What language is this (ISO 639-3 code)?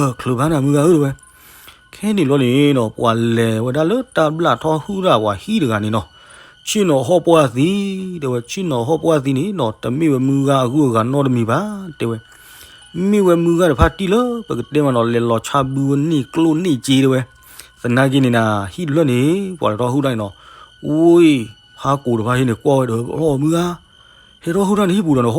ksw